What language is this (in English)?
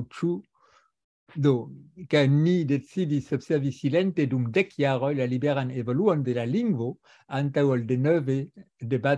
Esperanto